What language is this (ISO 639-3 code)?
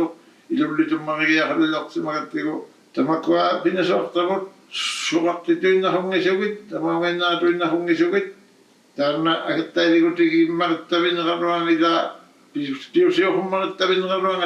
iku